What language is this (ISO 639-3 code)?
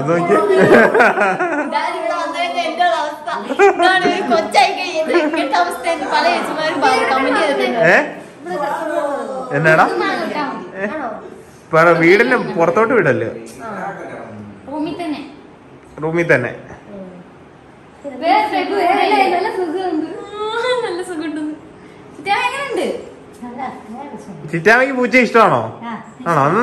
mal